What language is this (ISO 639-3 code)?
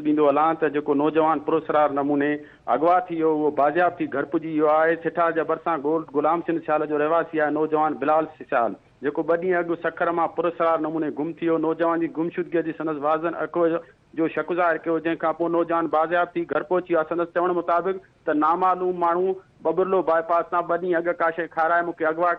snd